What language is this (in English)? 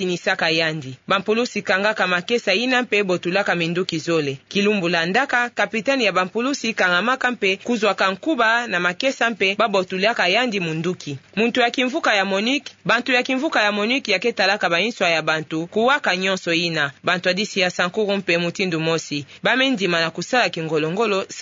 Kituba (Democratic Republic of Congo)